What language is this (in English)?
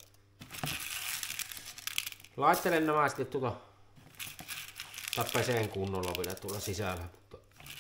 Finnish